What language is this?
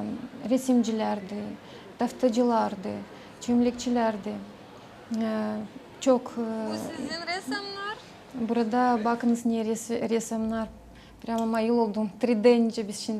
Gagauz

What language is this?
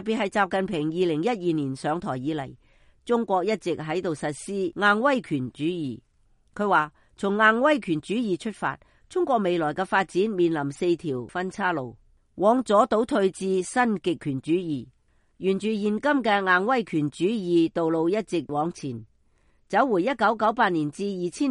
Cantonese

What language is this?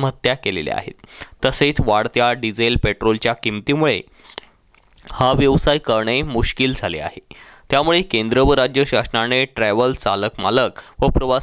Marathi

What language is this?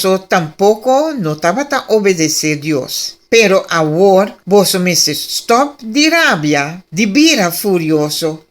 Papiamento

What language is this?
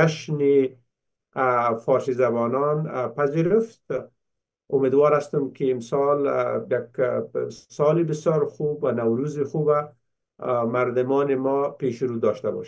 Persian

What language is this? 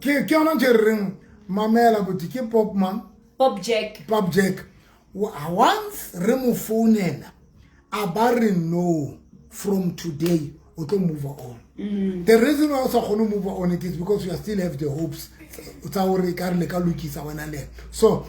Southern Sotho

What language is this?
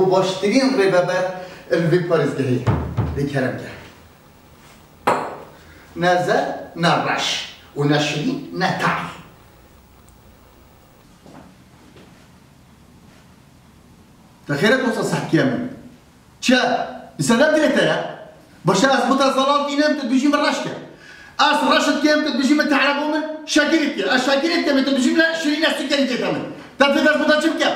Kurdish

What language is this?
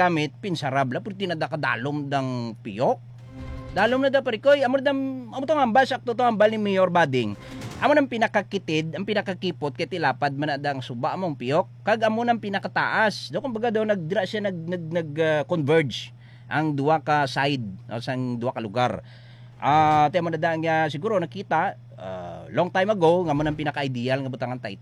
Hiligaynon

